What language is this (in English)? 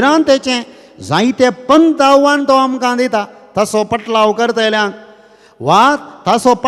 Konkani